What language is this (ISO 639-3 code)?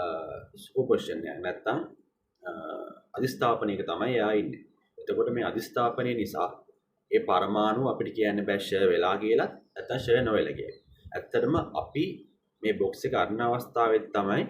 sin